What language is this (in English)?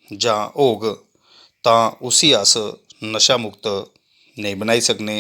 Dogri